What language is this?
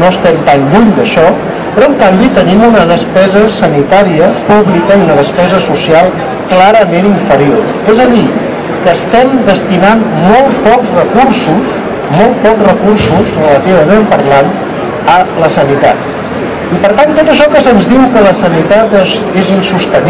Catalan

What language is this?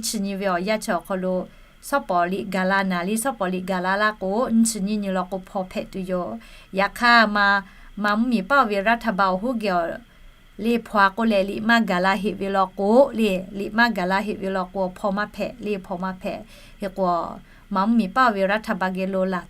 Lahu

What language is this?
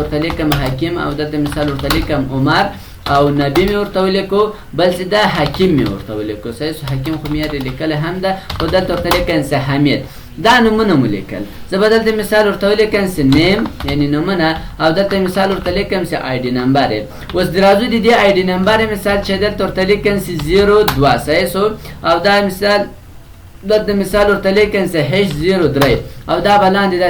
Pashto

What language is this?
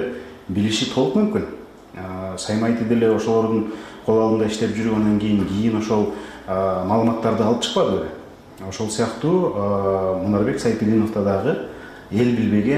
Kyrgyz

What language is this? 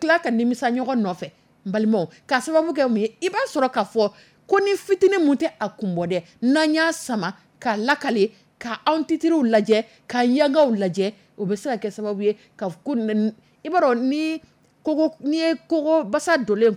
Dyula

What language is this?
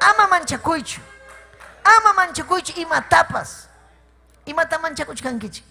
Ayacucho Quechua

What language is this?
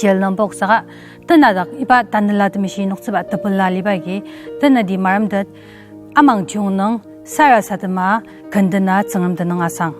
Ao Naga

